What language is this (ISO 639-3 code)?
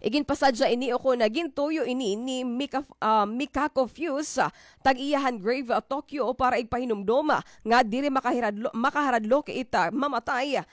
war